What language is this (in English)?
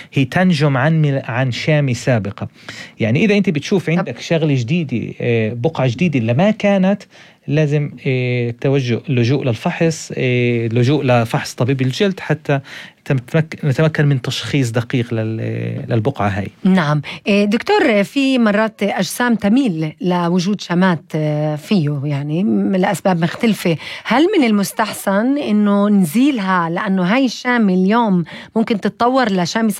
North Levantine Arabic